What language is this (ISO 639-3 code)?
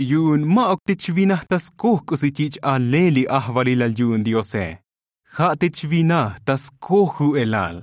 tzo